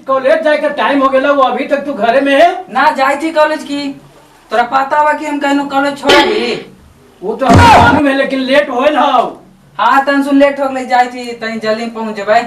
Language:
Magahi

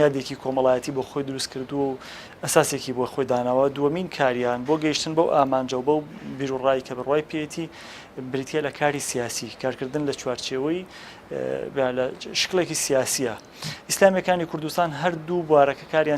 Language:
Central Kurdish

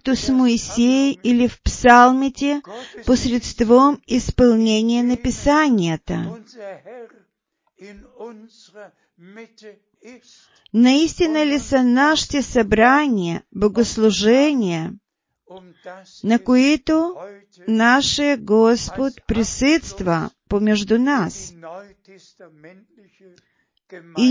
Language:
Bulgarian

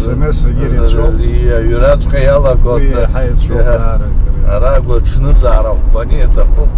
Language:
Abkhazian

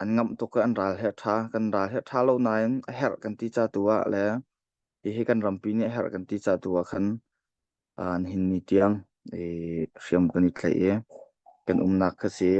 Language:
Hakha Chin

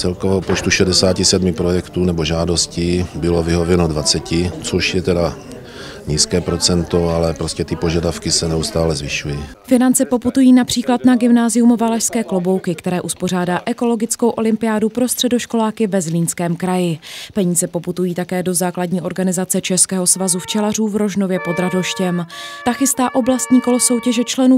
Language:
Czech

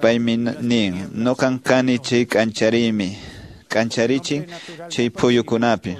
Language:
Quechua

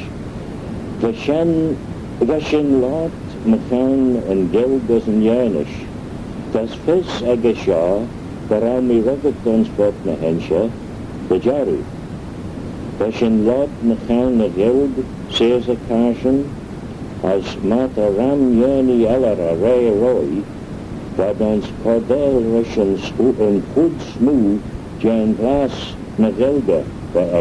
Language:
Manx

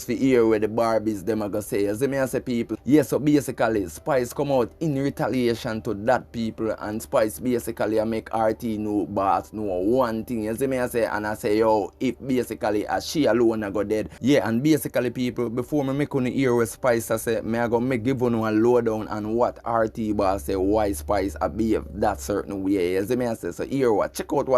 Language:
Jamaican Creole English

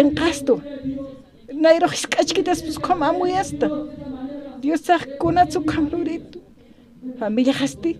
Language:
Aymara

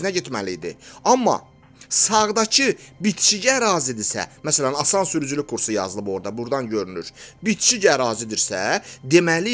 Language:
Azerbaijani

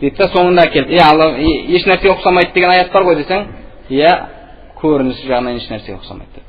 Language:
Kazakh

